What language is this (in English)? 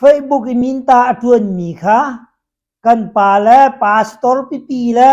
Hakha Chin